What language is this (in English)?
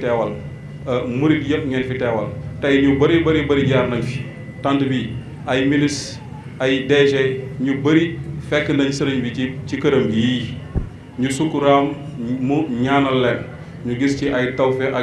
Wolof